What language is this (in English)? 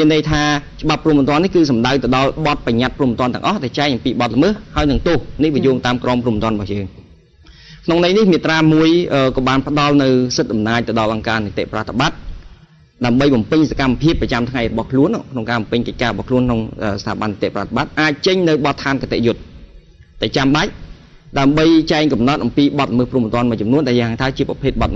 Khmer